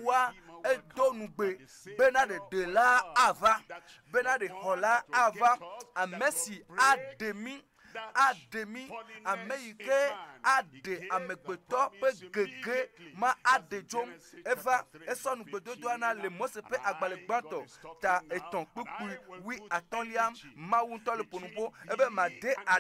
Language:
Ewe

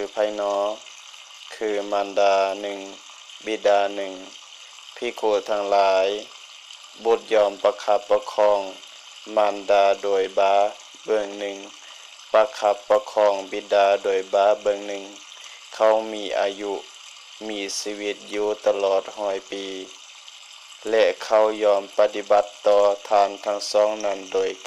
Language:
Lao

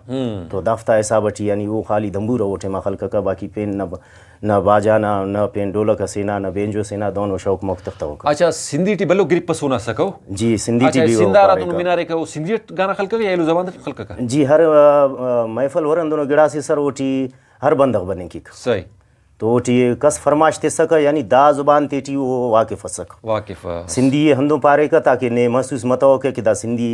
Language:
Brahui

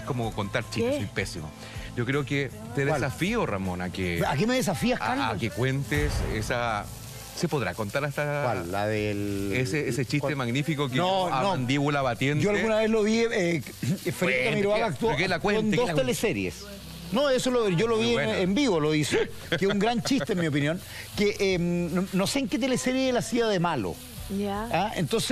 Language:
Spanish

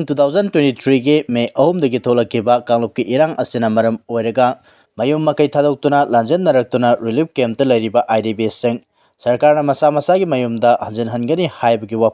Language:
Manipuri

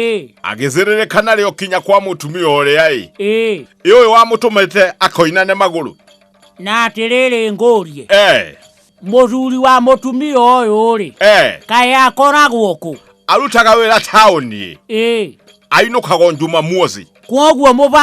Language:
Kikuyu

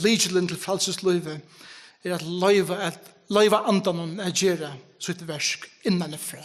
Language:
Faroese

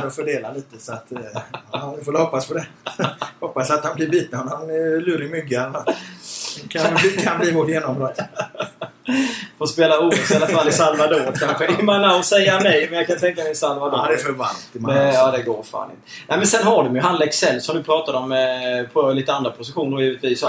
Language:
Swedish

